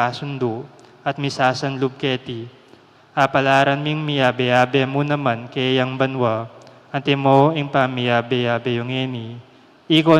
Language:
Pampanga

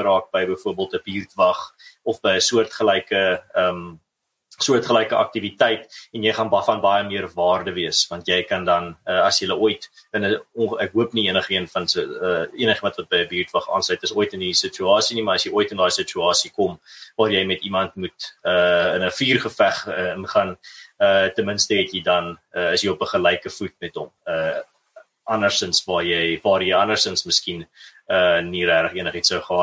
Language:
Afrikaans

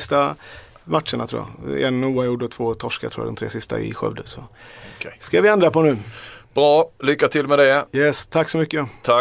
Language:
Swedish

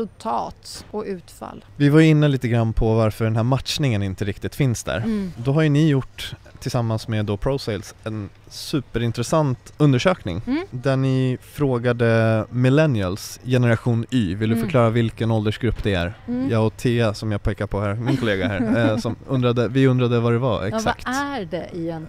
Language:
Swedish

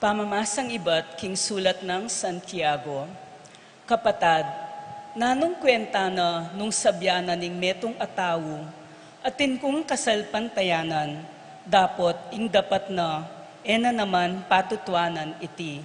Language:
Pampanga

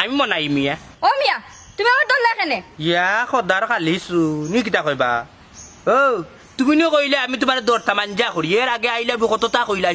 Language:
Sylheti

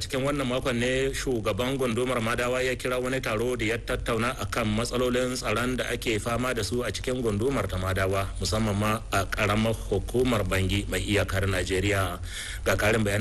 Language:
Hausa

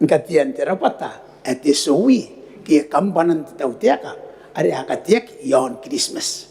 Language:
Gilbertese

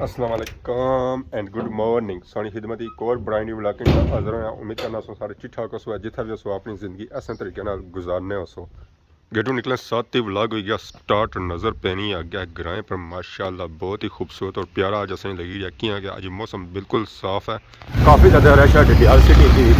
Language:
Pahari-Potwari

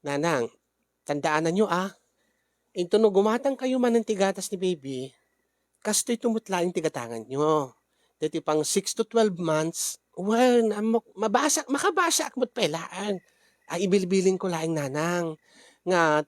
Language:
Iloko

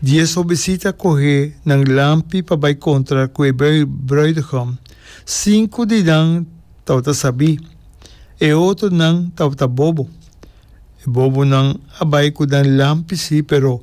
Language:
Papiamento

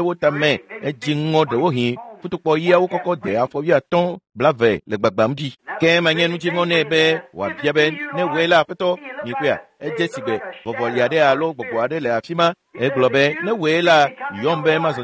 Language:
Ewe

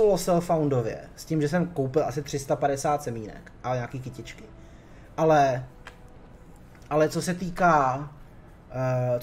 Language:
Czech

